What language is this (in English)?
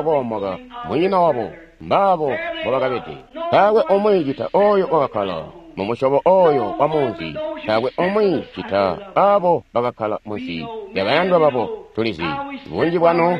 Tonga (Zambia)